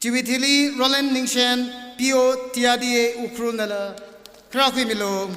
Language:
Tangkhul Naga (India)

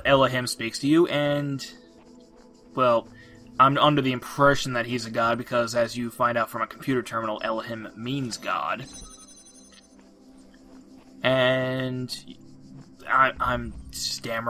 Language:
English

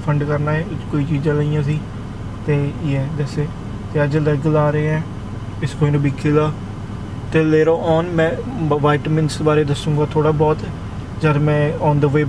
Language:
Punjabi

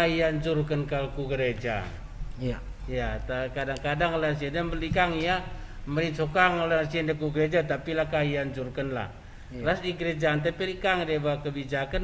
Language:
Batak Karo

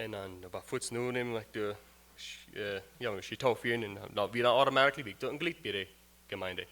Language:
Plautdietsch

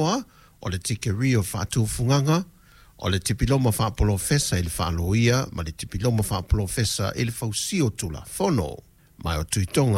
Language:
Samoan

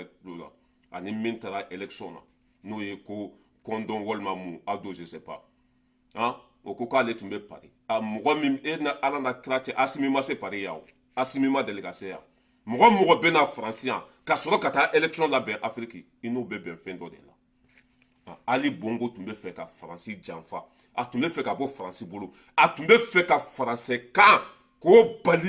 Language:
Bambara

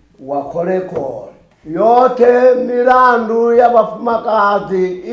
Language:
Venda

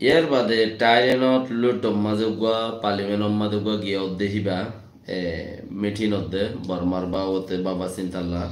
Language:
Rohingya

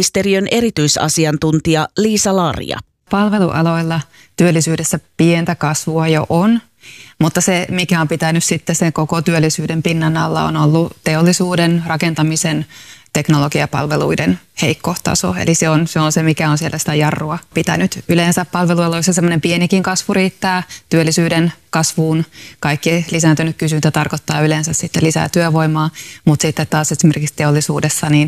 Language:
Finnish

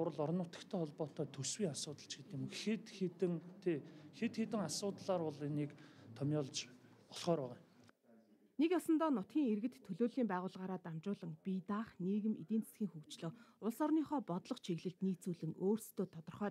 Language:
Mongolian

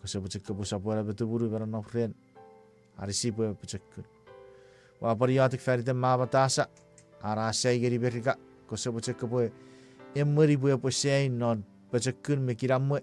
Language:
Chuukese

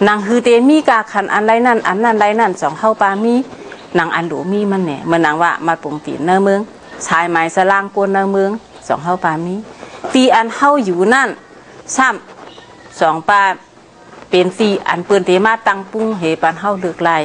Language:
Shan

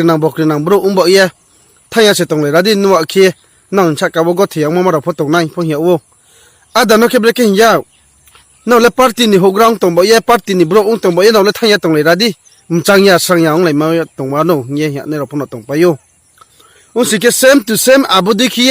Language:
Riang (India)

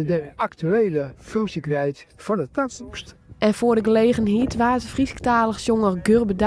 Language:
Western Frisian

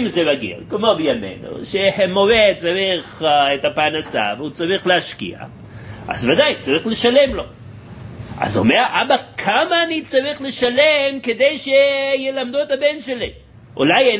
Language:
Hebrew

